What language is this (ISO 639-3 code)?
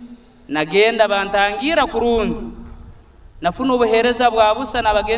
nyn